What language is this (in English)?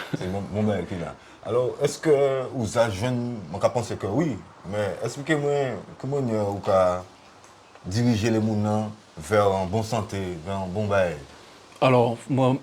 Guadeloupean Creole French